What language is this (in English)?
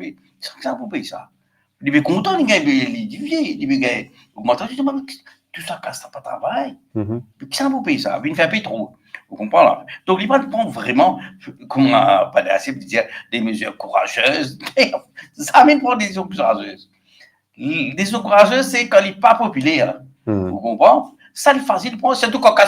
Morisyen